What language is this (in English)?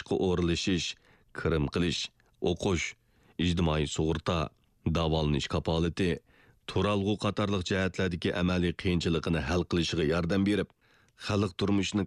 Uyghur